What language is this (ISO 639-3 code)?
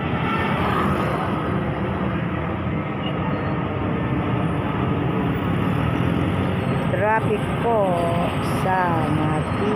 fil